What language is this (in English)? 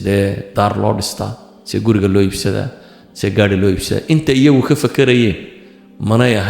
Somali